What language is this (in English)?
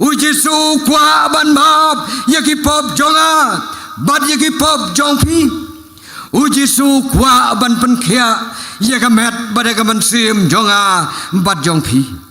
Khasi